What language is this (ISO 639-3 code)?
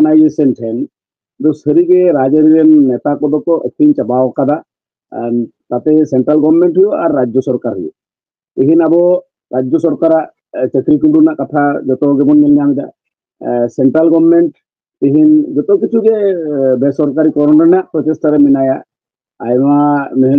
sat